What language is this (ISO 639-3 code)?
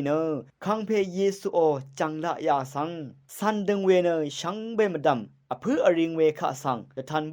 raw